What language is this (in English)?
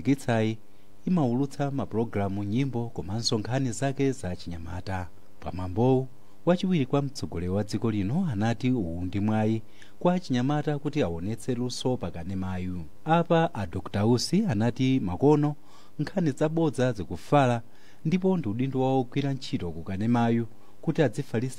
Nyanja